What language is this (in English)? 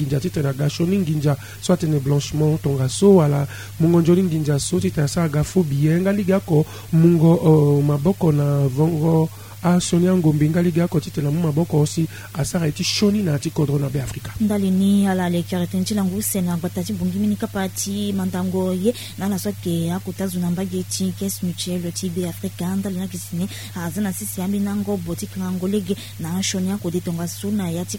Sango